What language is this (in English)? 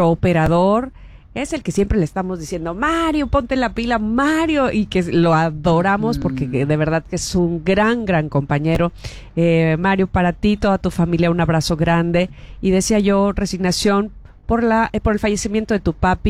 Spanish